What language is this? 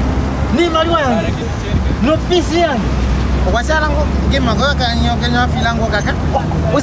Kuanyama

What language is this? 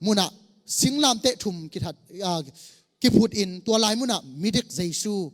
Tedim Chin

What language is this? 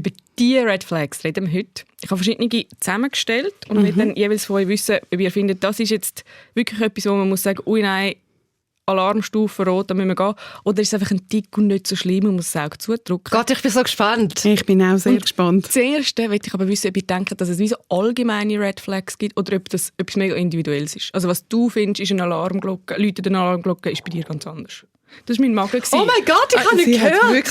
Swiss German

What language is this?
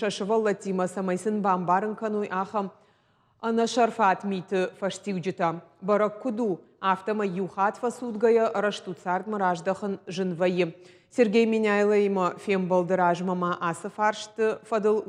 Ossetic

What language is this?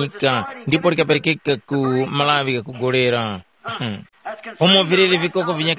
Tumbuka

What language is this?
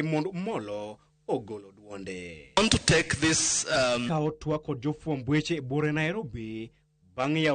Luo (Kenya and Tanzania)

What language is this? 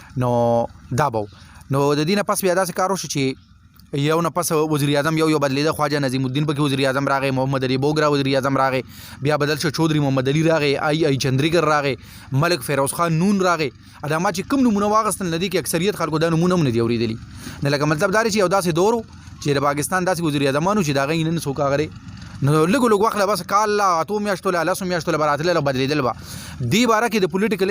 Pashto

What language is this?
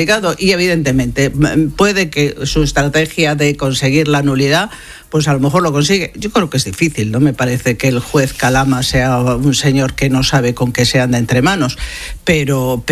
Spanish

